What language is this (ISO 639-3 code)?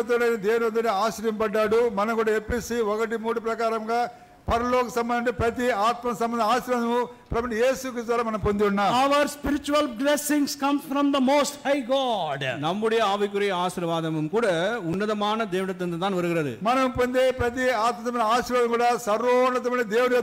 tam